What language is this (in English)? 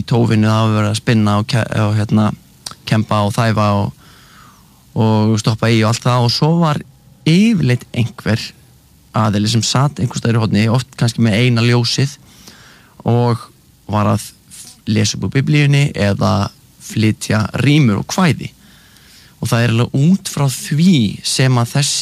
Icelandic